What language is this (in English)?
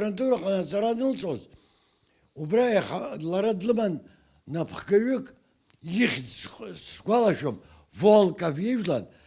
Abkhazian